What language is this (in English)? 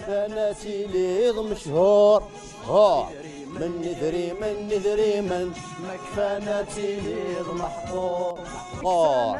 Kabyle